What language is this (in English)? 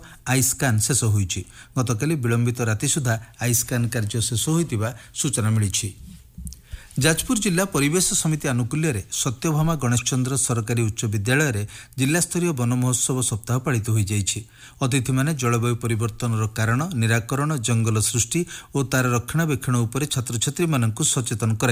Odia